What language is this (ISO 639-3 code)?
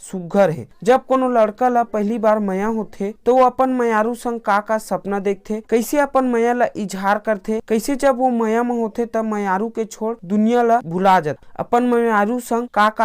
hne